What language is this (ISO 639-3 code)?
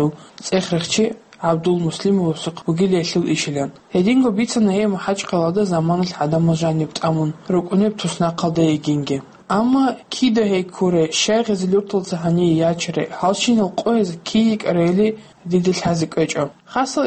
ava